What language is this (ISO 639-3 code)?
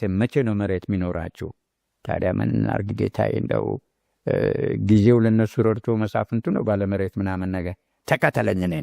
amh